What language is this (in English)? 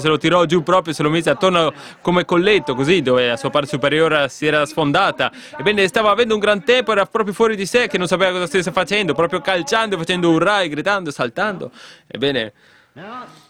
Italian